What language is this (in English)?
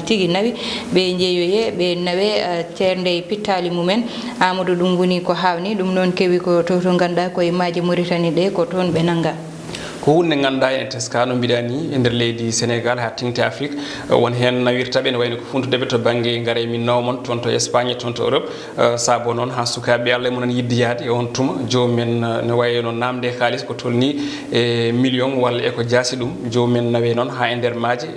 Fula